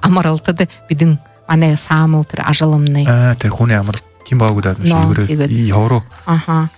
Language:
Buriat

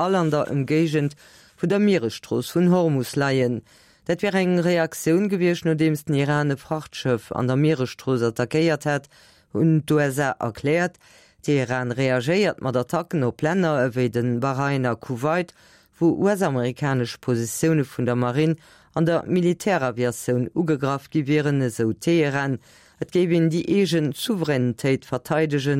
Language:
Luxembourgish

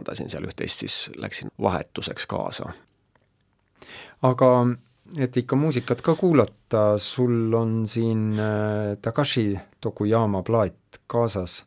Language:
Estonian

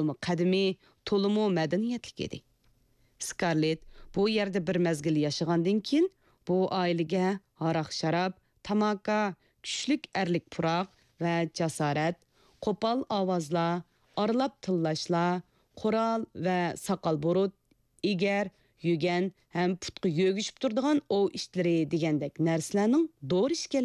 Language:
Uyghur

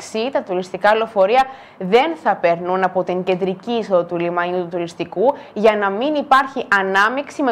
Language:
Greek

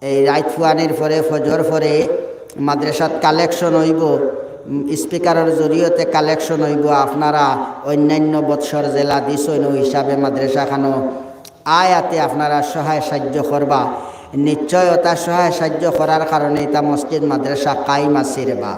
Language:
Sylheti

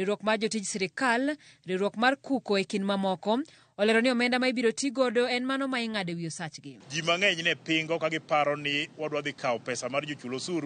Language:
Luo (Kenya and Tanzania)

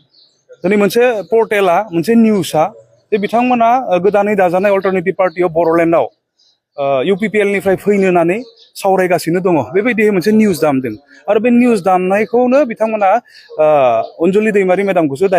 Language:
Bodo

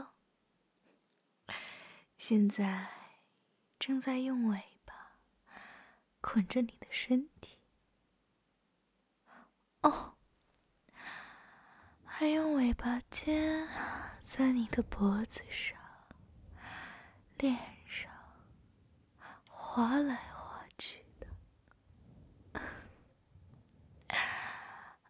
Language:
Chinese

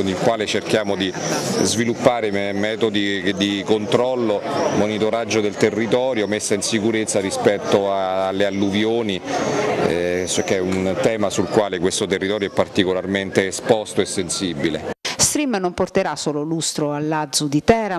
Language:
Italian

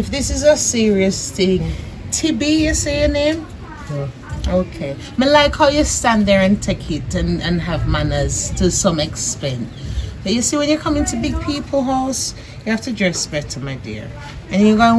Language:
Jamaican Creole English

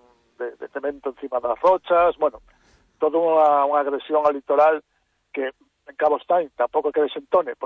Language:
Galician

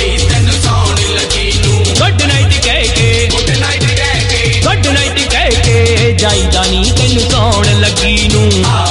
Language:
Punjabi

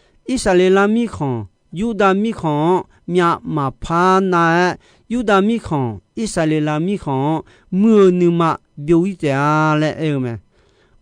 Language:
Akha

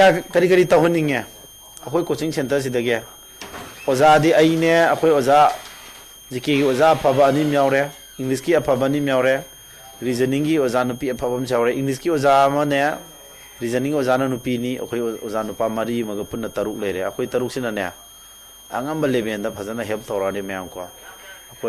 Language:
Manipuri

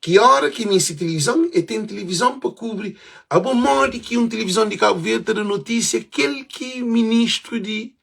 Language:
Kabuverdianu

